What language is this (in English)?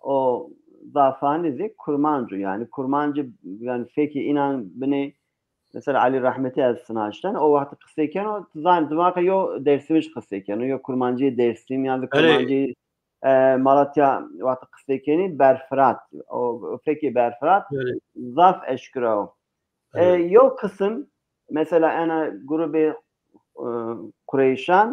Zaza